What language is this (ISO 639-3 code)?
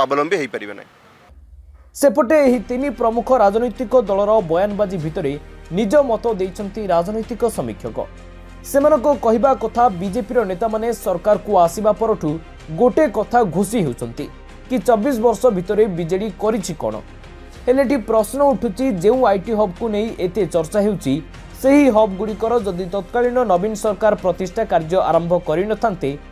ori